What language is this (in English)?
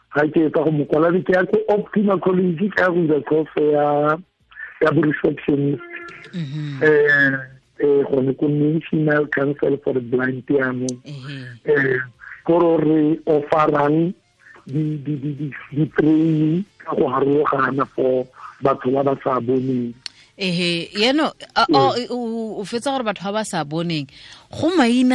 Tswana